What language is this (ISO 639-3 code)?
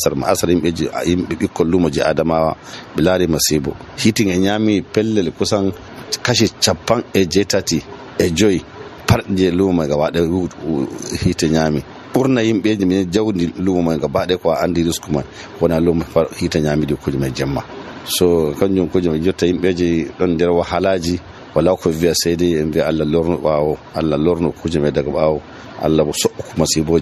fuv